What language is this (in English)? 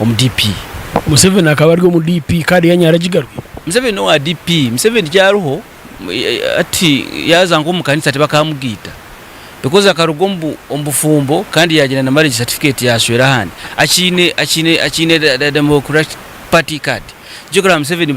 Nyankole